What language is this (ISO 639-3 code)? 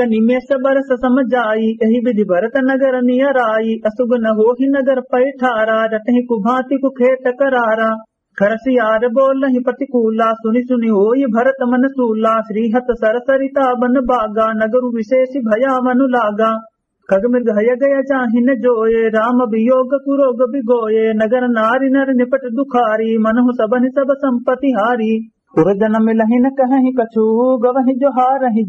awa